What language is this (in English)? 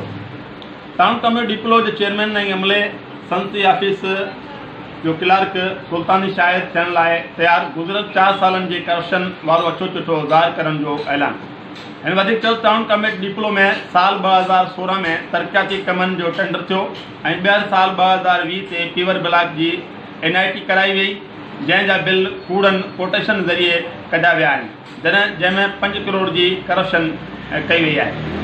Sindhi